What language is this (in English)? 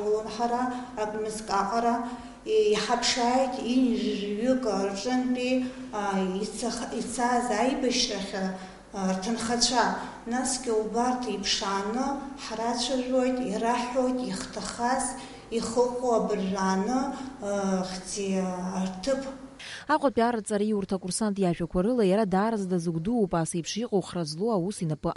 Abkhazian